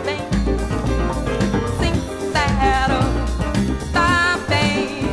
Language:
Portuguese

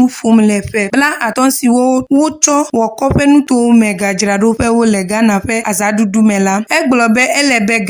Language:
Ewe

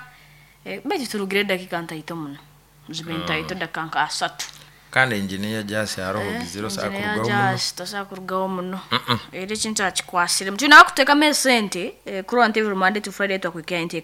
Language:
Nyankole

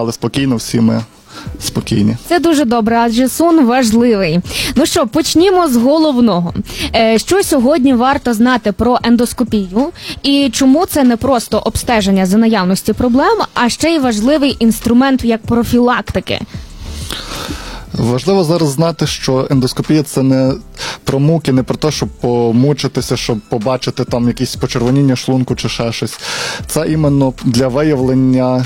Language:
Ukrainian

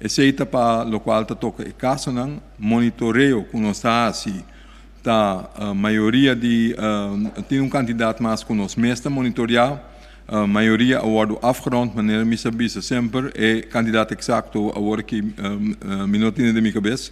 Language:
Papiamento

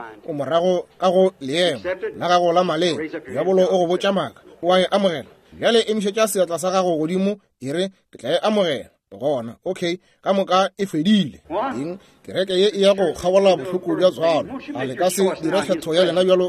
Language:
Northern Sotho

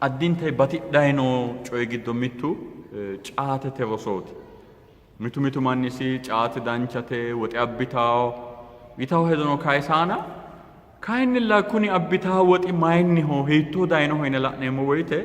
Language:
Sidamo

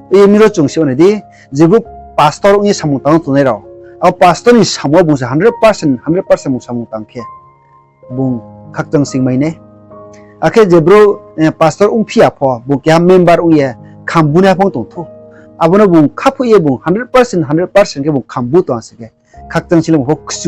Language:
Riang (India)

